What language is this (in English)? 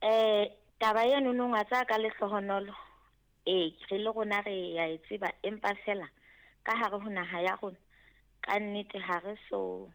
Southern Sotho